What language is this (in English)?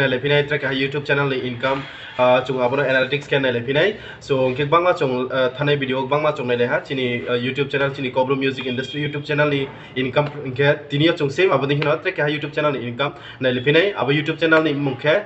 Riang (India)